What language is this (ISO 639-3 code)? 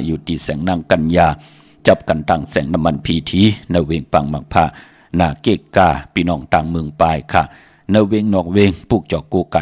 shn